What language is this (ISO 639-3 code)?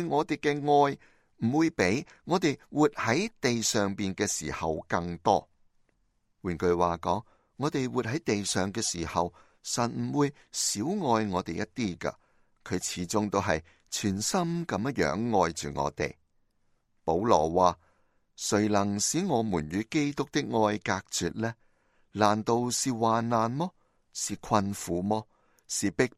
yue